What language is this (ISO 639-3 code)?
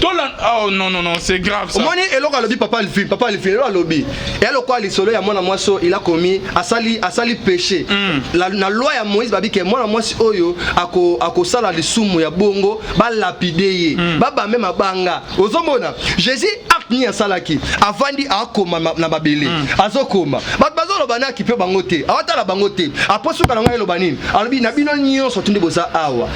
lin